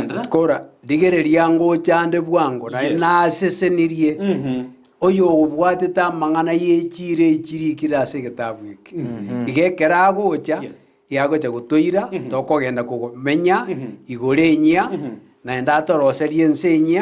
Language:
Gusii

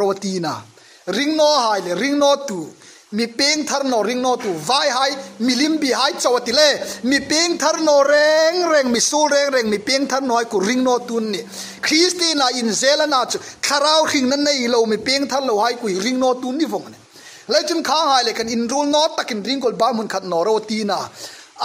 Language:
Hmar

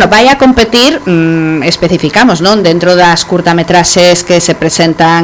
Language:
Galician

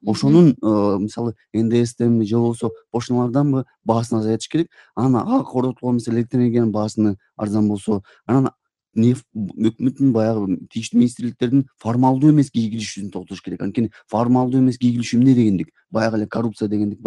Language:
Kyrgyz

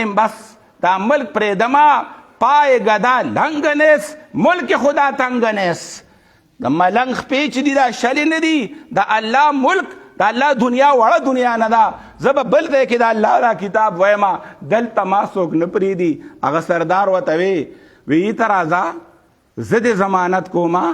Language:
Pashto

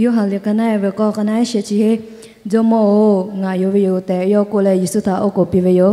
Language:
Lahu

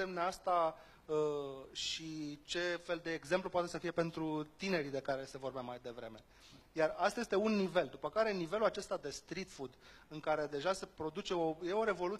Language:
Romanian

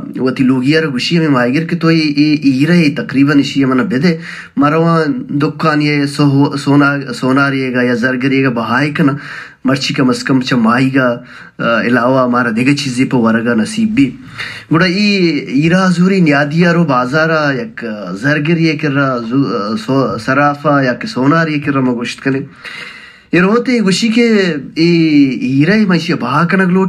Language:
Baluchi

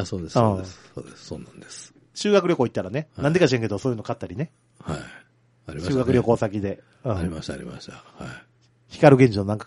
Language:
Japanese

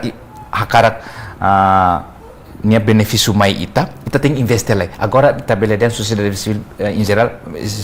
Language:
Tetum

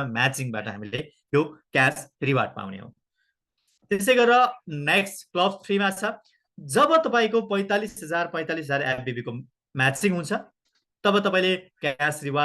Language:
Nepali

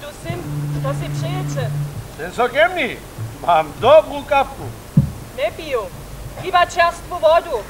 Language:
Upper Sorbian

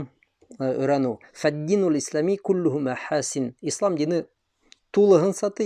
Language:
Bashkir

